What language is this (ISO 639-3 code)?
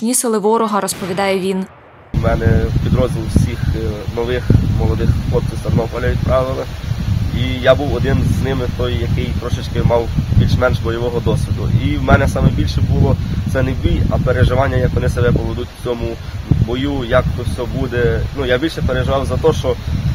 ukr